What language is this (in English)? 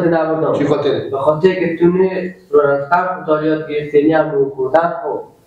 Persian